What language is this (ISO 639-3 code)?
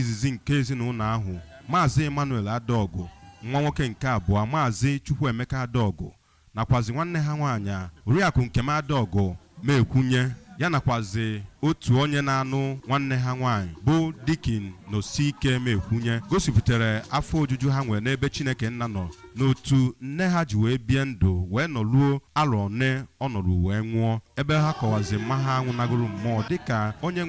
ibo